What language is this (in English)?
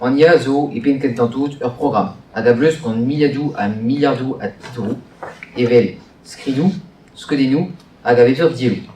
Breton